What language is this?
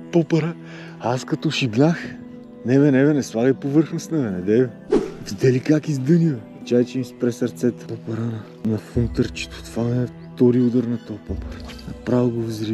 Bulgarian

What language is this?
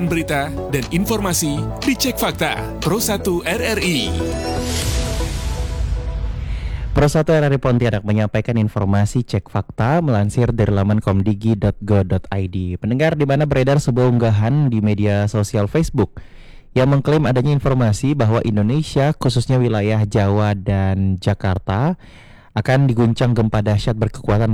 Indonesian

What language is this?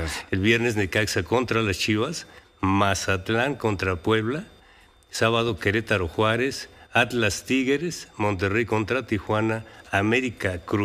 Spanish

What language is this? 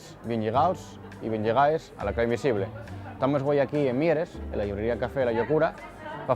Asturian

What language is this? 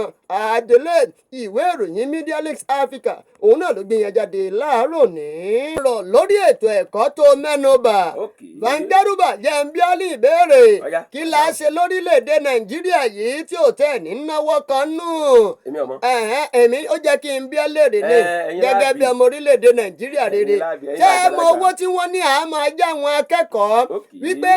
Yoruba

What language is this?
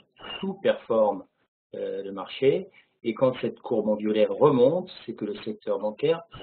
French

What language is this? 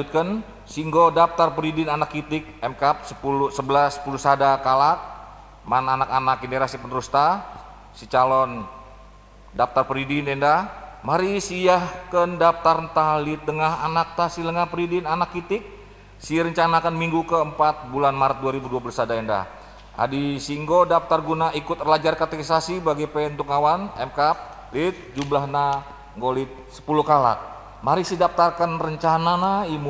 Batak Karo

